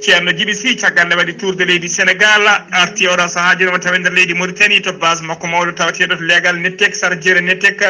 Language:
Fula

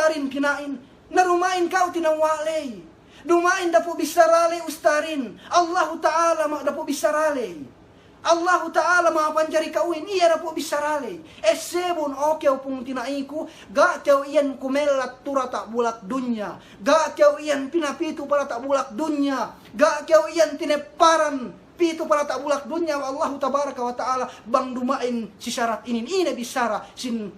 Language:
Yakan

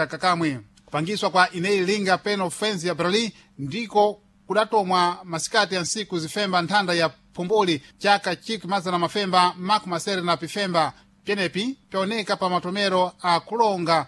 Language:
Sena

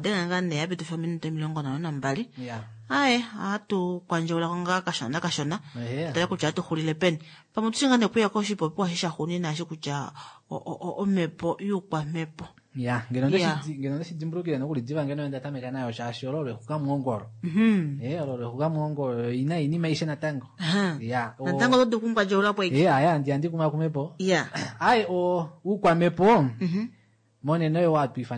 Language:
Kuanyama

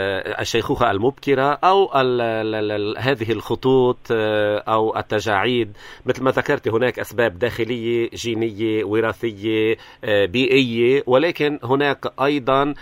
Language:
North Levantine Arabic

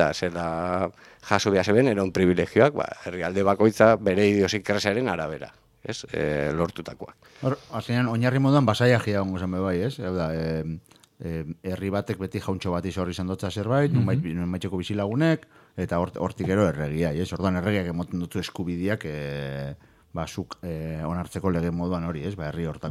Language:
Basque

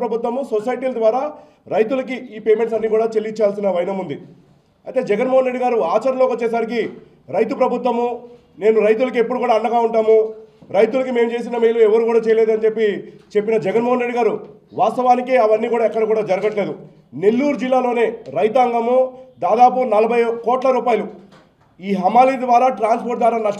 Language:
Telugu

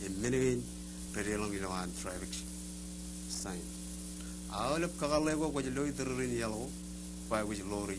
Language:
Marshallese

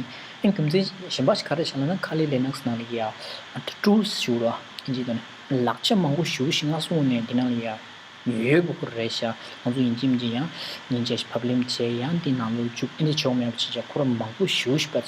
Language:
Tibetan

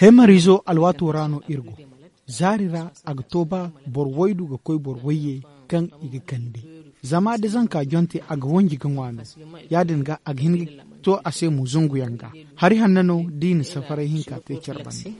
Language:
Zarma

